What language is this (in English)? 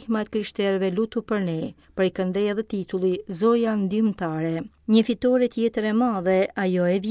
Albanian